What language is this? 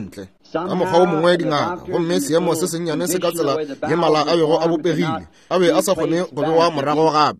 Northern Sotho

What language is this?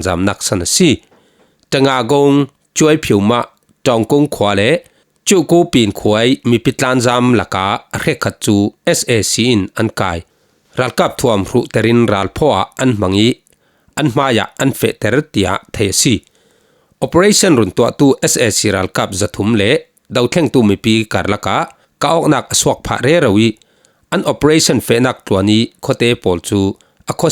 Falam Chin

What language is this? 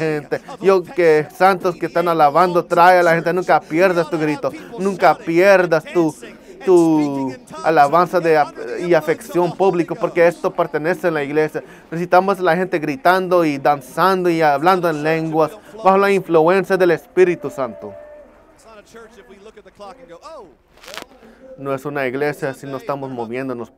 Spanish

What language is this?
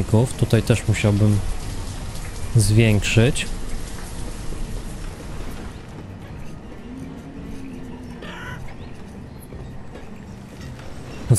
Polish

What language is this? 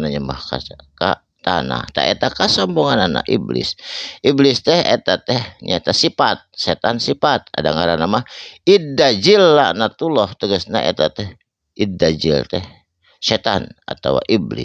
Sundanese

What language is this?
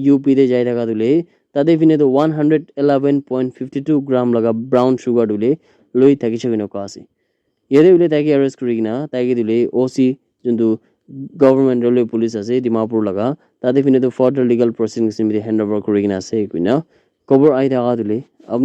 Naga Pidgin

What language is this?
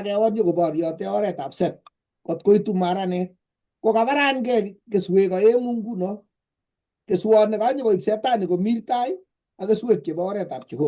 Kalenjin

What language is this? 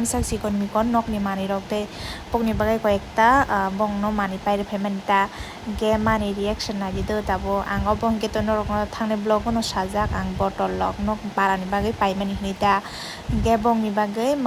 Kok Borok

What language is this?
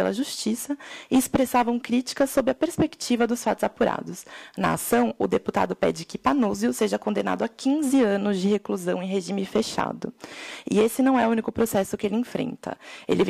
Portuguese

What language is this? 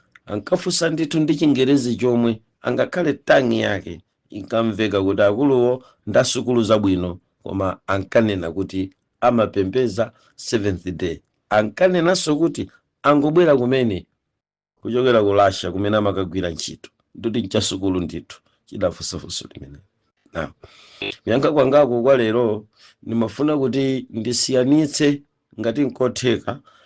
Nyanja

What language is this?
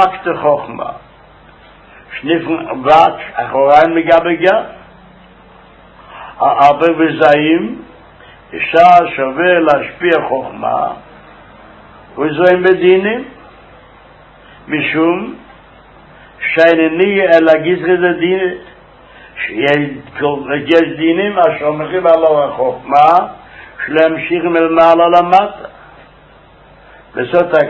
Hebrew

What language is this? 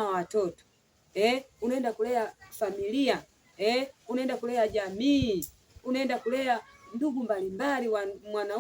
Swahili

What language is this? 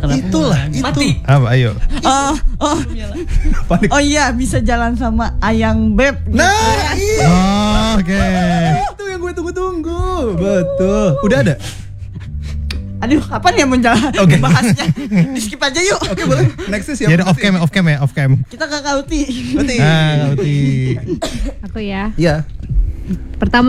Indonesian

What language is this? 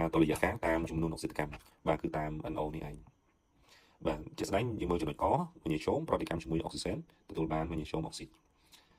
Khmer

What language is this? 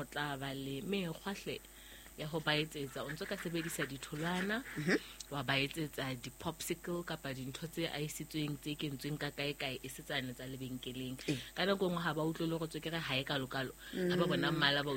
Southern Sotho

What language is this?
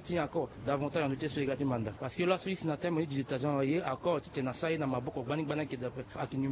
Sango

